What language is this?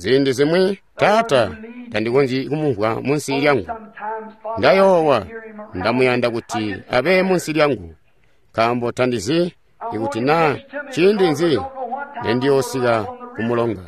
Tonga (Zambia)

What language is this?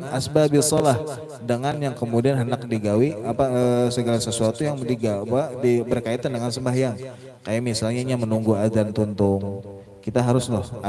Banjar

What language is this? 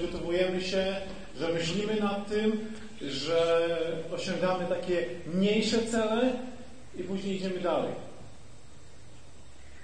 Polish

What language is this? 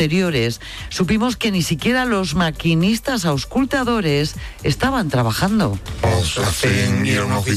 Spanish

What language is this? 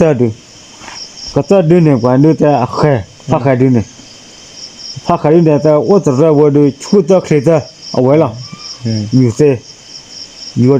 S'gaw Karen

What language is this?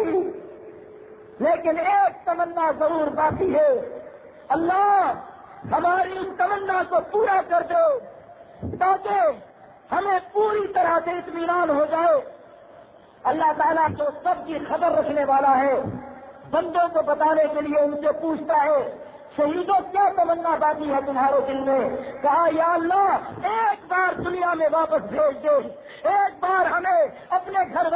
Urdu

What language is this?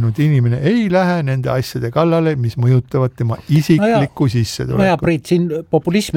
Estonian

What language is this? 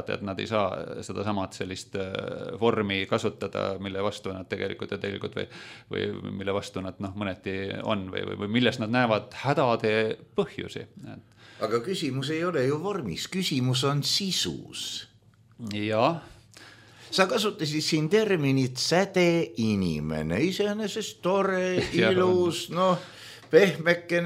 Estonian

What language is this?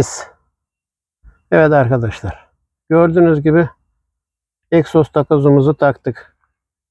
Turkish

